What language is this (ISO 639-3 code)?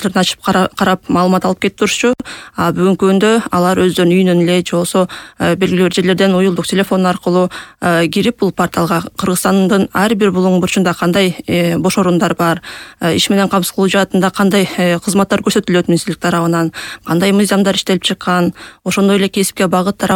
kir